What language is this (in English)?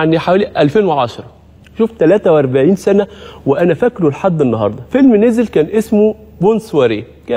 Egyptian Arabic